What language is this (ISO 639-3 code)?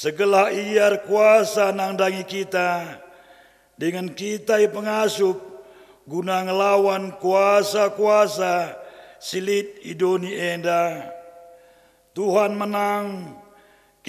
btx